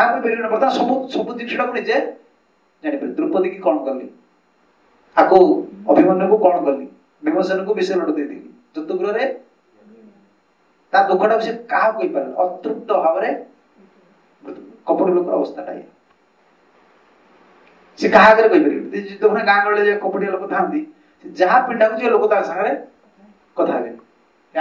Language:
Odia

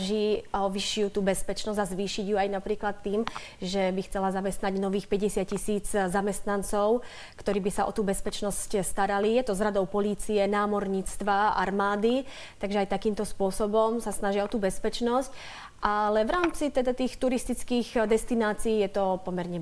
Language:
Slovak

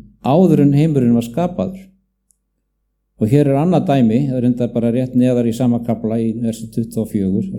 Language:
Icelandic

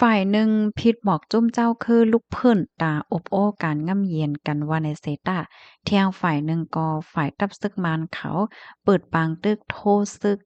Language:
Shan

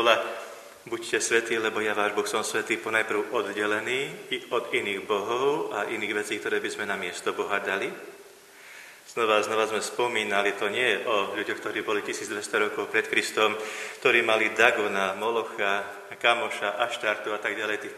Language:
Slovak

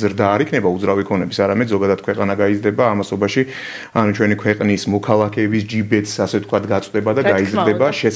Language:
Georgian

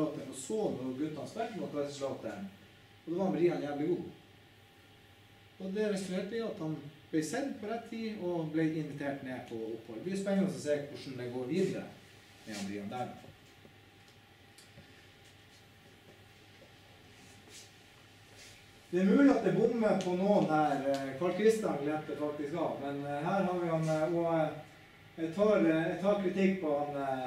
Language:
Norwegian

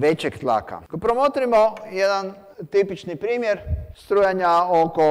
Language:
Croatian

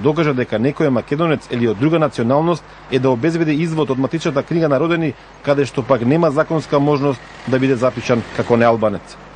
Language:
Macedonian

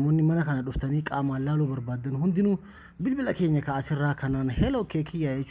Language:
Oromo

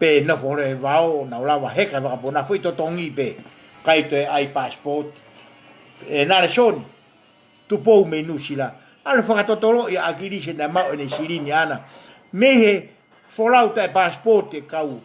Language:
Tongan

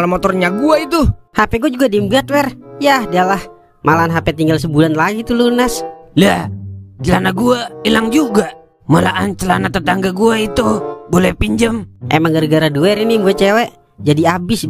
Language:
Betawi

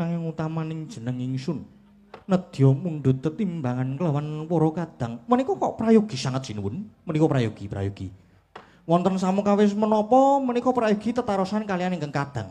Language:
Javanese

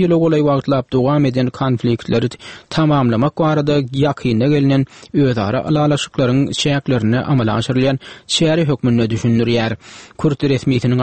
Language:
Turkmen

